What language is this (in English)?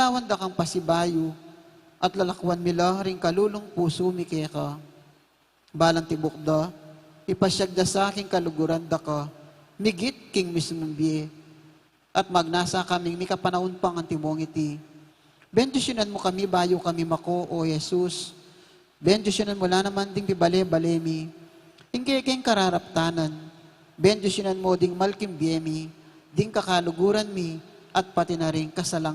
Pampanga